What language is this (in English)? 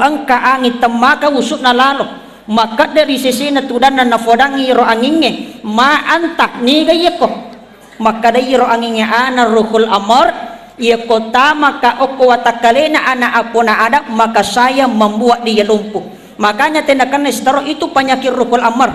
Buginese